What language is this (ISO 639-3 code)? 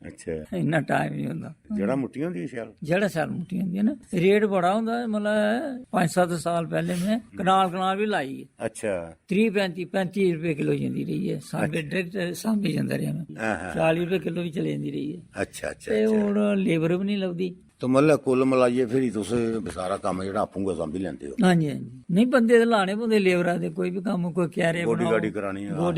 doi